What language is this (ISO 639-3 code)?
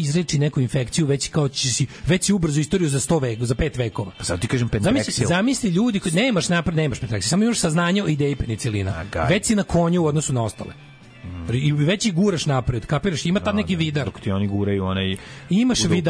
srp